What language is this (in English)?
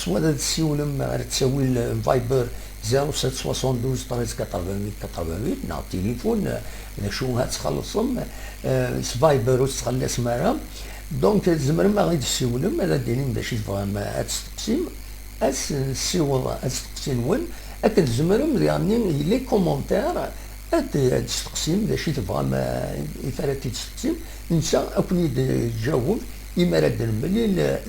Kabyle